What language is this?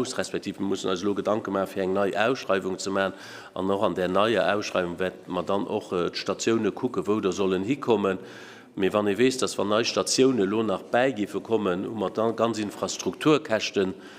Luxembourgish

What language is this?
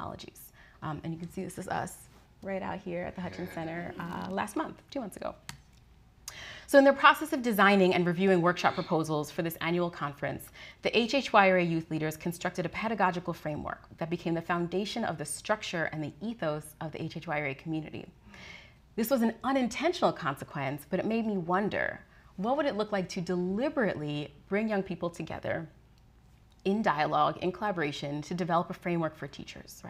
English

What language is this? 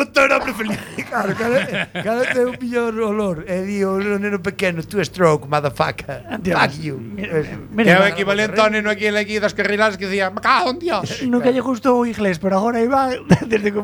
Galician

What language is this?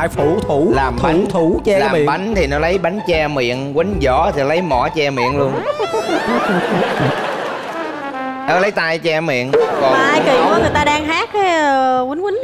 Vietnamese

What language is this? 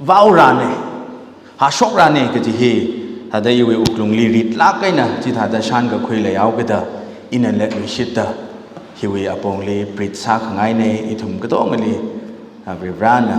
Tangkhul Naga (India)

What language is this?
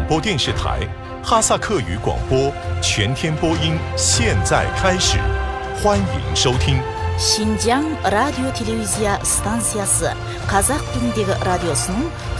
Kazakh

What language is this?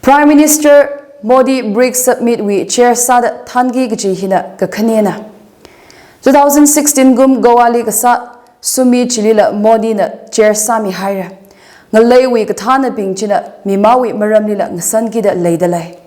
Tangkhul Naga (India)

